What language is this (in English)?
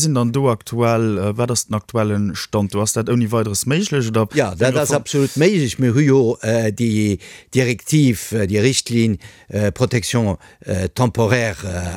Luxembourgish